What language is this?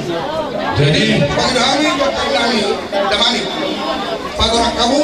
Batak Toba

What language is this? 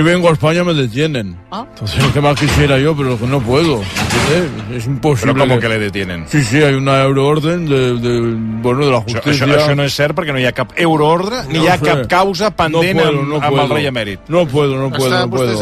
Catalan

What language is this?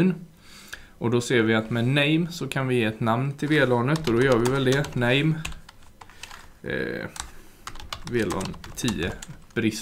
Swedish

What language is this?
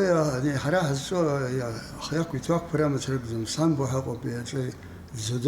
Abkhazian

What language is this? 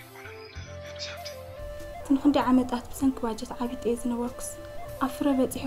Tigrinya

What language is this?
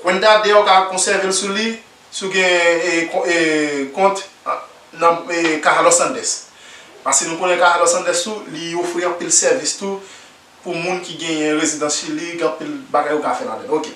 Haitian Creole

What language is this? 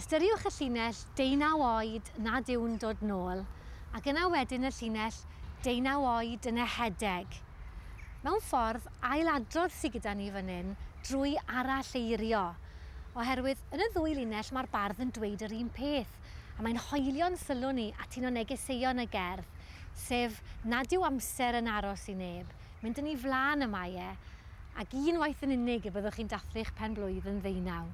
Welsh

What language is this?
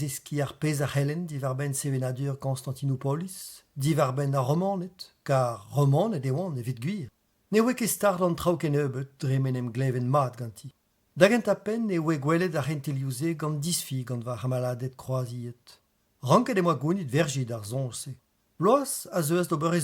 Breton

